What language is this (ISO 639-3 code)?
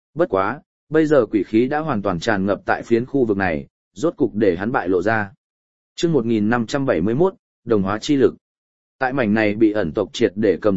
vie